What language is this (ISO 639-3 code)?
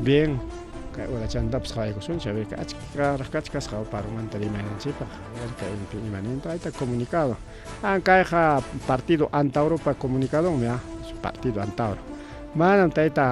quy